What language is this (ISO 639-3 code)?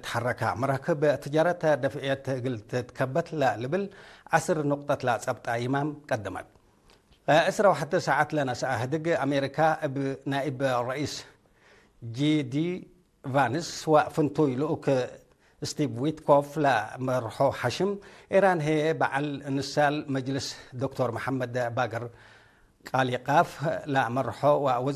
tig